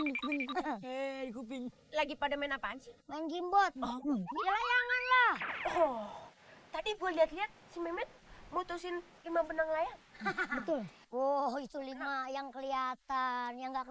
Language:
Betawi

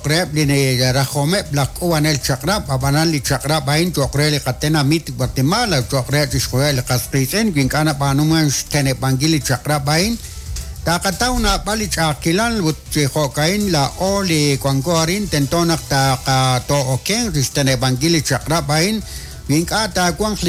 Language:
Kekchí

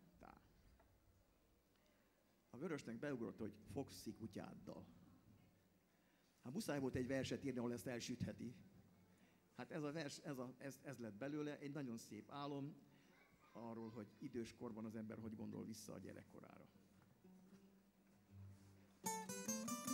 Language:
Hungarian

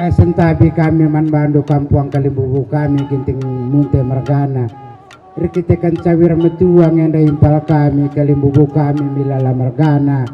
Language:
Batak Karo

